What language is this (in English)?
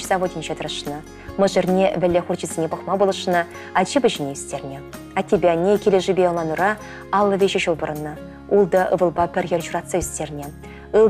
Chuvash